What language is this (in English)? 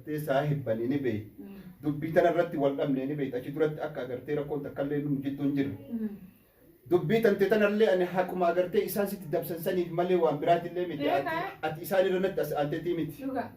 Oromo